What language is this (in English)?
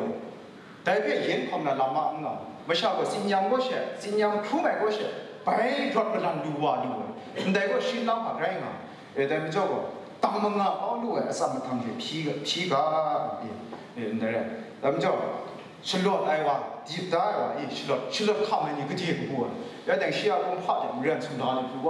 Kachin